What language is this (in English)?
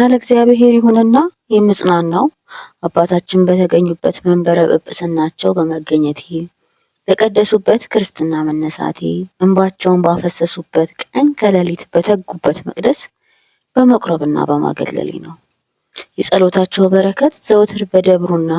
Amharic